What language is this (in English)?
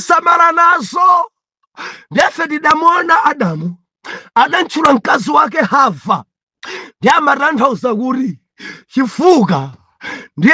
Nyanja